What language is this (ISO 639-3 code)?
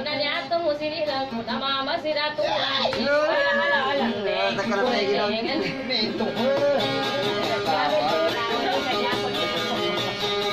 ind